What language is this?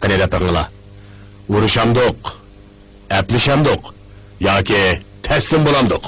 Uyghur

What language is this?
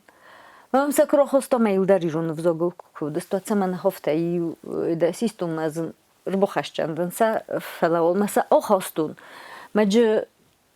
Ossetic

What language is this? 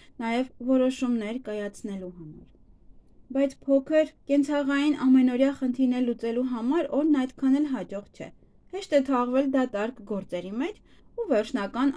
Armenian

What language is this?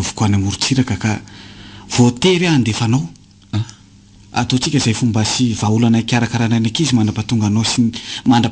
Malagasy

